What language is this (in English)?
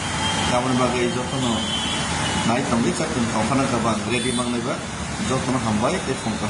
Kok Borok